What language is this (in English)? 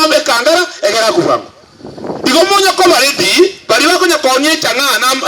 Gusii